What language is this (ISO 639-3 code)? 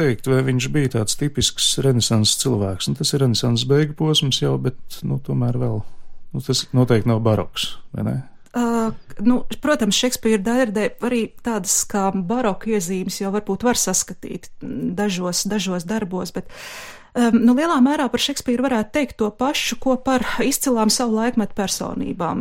lav